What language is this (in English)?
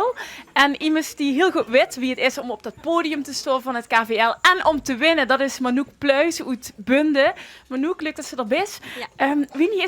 Limburgish